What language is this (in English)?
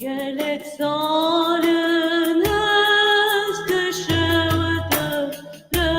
Kurdish